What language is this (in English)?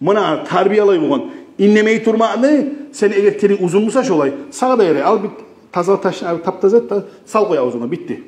Kumyk